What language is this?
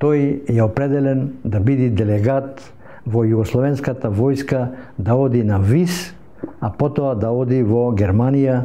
Macedonian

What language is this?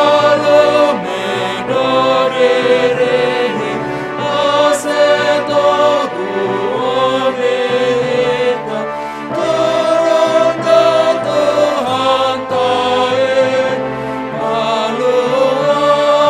Batak Simalungun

